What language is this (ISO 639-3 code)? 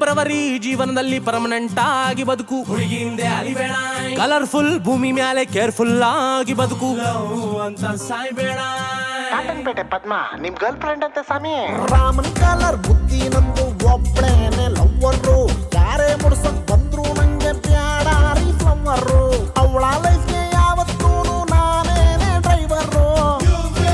kan